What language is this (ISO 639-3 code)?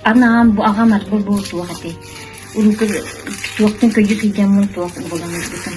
sah